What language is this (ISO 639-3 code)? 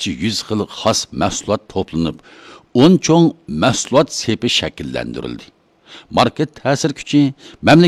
uig